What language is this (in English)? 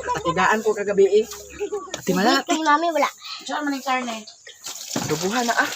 Cebuano